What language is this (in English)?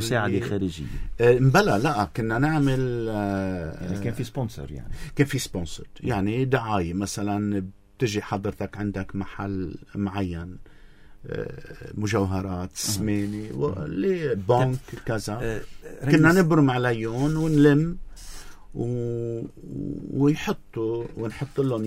North Levantine Arabic